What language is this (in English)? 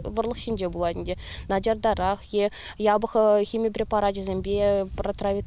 Chuvash